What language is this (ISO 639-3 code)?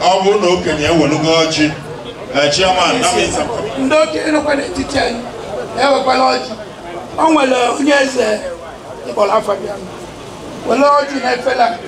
ibo